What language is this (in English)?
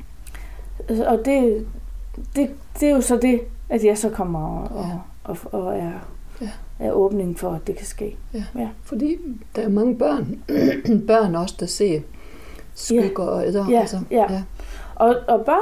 Danish